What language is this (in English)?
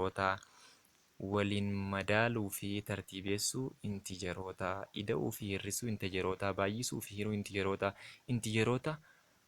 Oromo